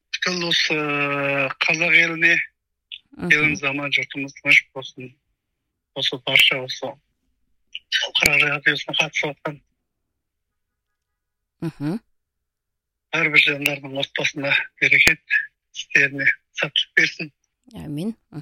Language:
Kazakh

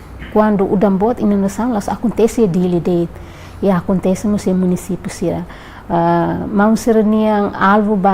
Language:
Tetum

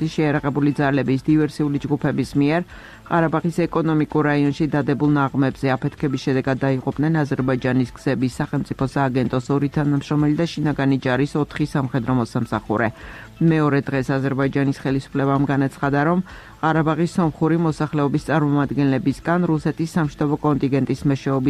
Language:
Georgian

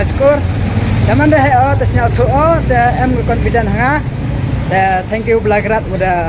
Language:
Khasi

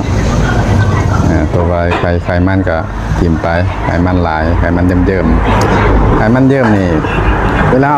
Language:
Lao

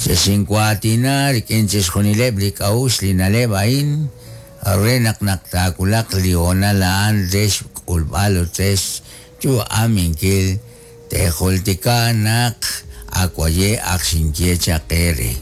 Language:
Kekchí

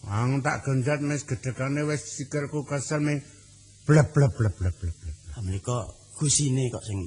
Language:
Javanese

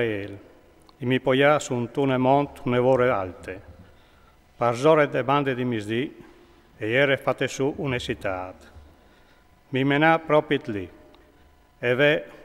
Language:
Friulian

